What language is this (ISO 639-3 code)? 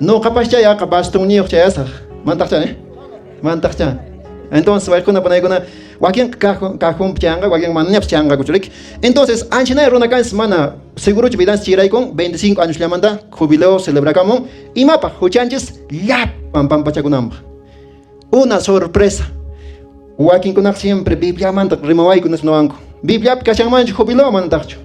que